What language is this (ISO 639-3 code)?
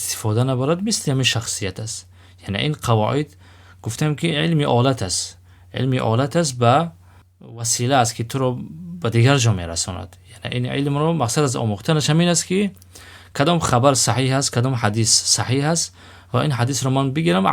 tgk